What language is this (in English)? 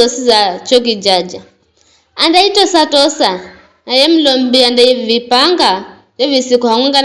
Giryama